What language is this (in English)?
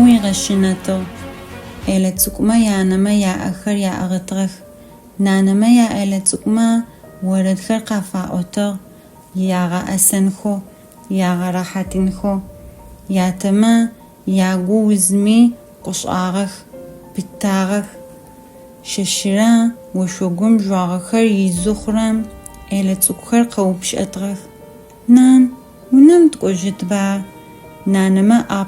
Adyghe